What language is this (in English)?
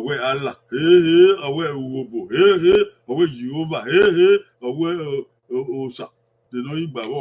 Bini